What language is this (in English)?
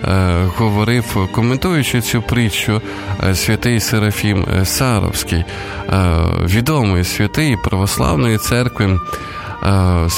Ukrainian